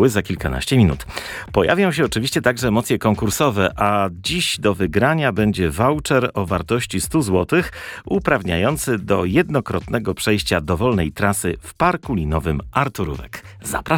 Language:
Polish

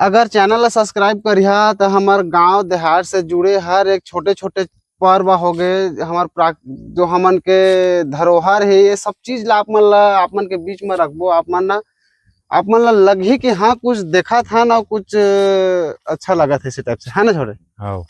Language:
Chhattisgarhi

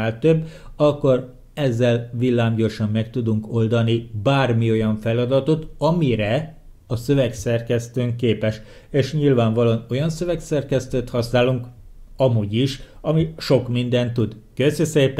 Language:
Hungarian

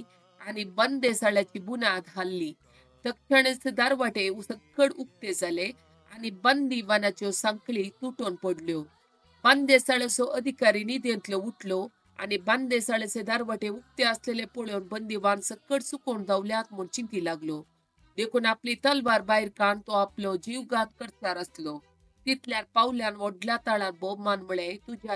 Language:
Konkani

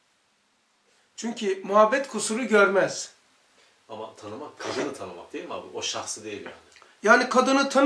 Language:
Turkish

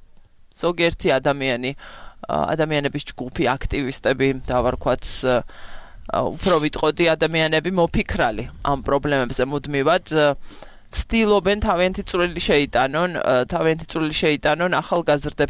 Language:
Georgian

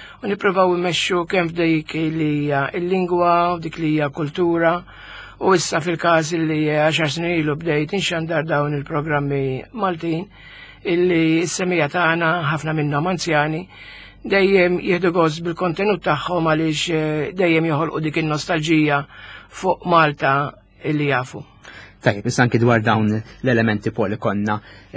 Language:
Maltese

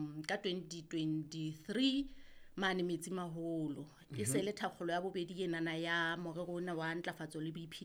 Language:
Southern Sotho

